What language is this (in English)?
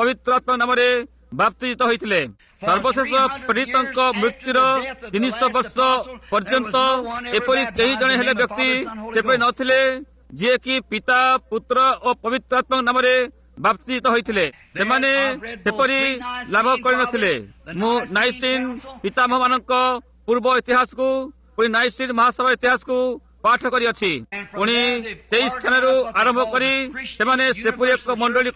Odia